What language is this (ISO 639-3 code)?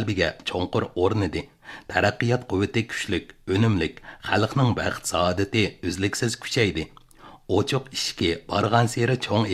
uig